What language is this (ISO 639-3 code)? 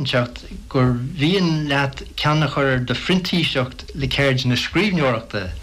gle